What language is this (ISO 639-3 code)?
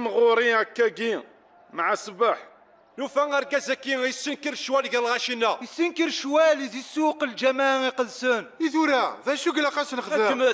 kab